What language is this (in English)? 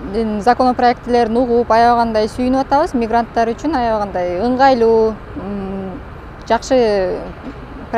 Kyrgyz